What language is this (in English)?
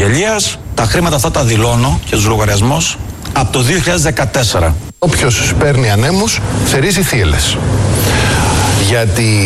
Greek